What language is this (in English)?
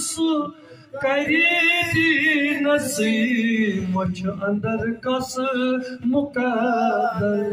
Kashmiri